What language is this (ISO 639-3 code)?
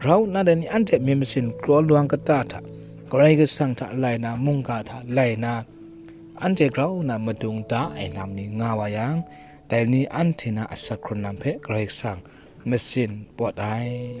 kac